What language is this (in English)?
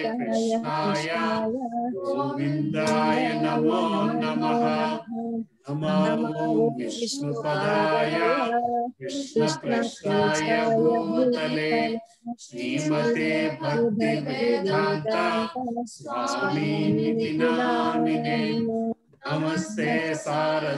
Telugu